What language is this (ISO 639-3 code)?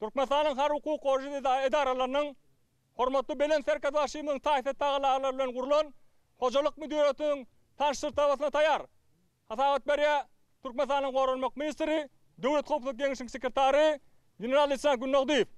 tuk